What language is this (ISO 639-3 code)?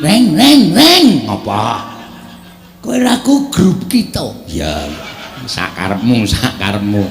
jav